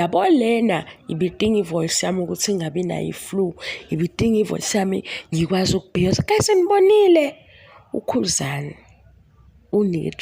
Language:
Zulu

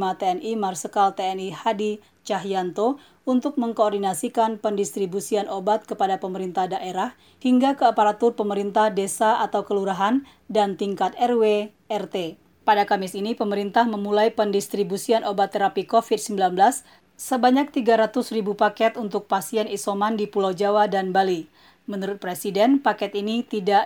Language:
Indonesian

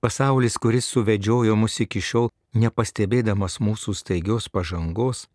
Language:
Lithuanian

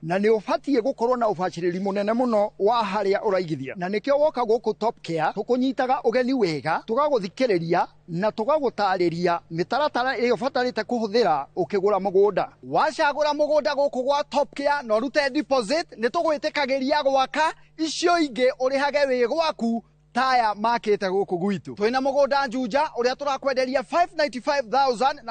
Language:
Kikuyu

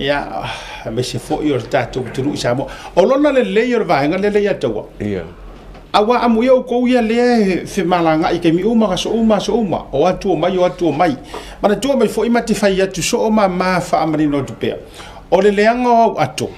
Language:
Samoan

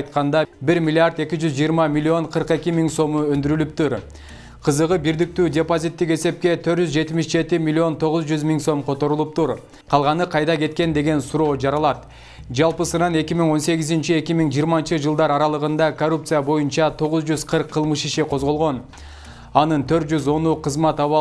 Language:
Kyrgyz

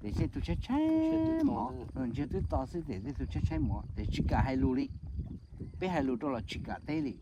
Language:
Hmong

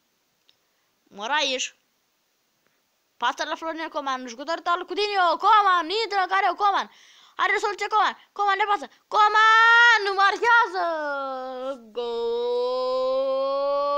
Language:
Romanian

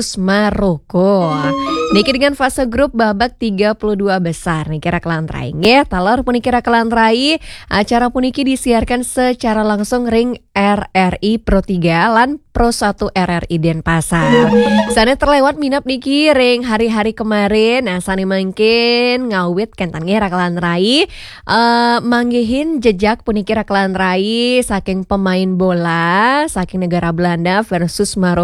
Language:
Balinese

